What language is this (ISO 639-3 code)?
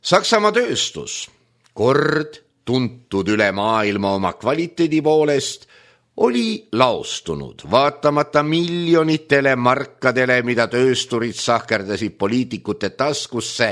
est